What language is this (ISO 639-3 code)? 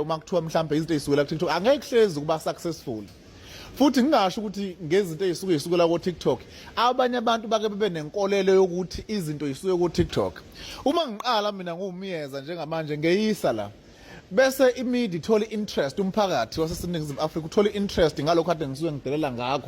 zul